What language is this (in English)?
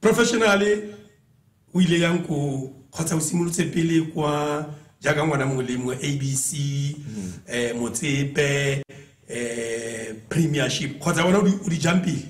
Tswana